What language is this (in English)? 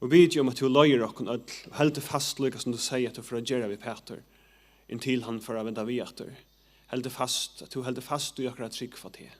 Faroese